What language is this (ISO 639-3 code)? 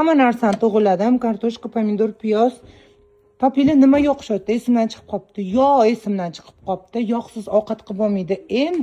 uzb